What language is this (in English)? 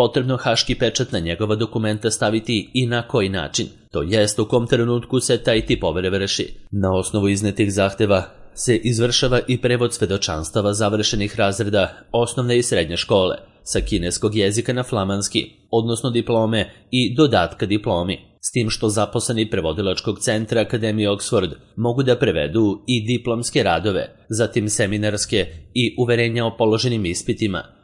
Serbian